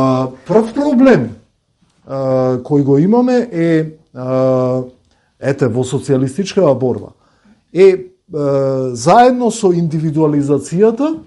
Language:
Macedonian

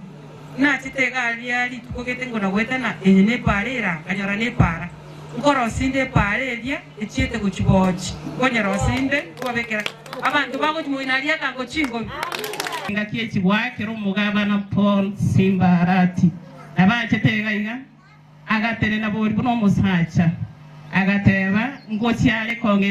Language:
Gusii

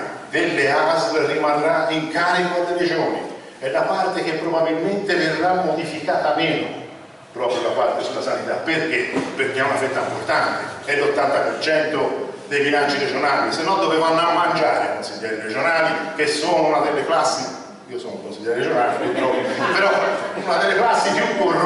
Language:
Italian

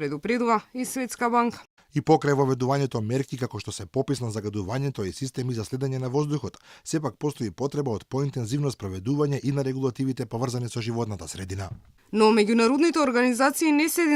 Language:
Macedonian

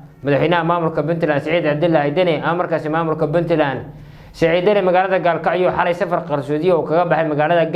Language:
Somali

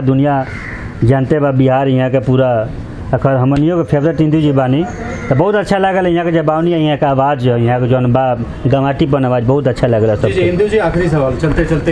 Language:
Bhojpuri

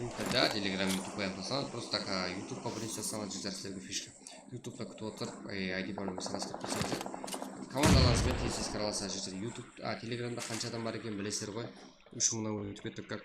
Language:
Kara-Kalpak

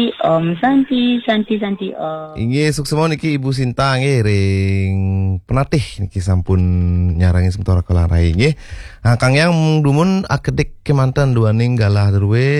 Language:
Balinese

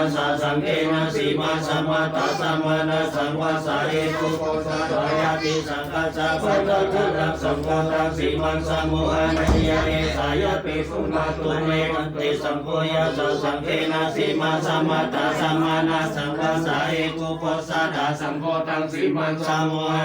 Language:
Pali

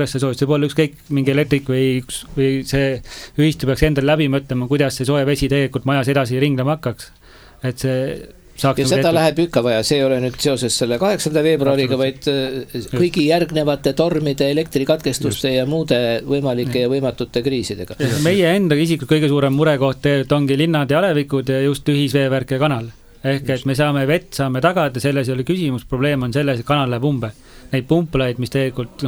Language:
Estonian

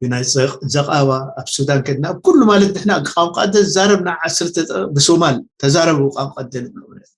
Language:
Tigrinya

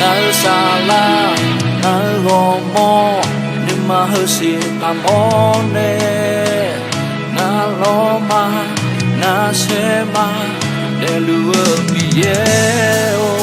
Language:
Akha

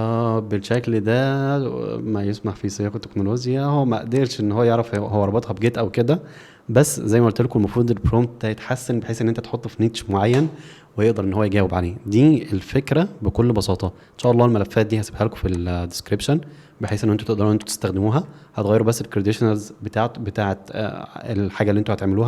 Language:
Egyptian Arabic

